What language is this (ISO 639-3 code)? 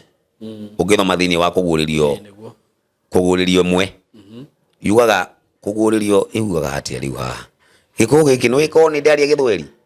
kik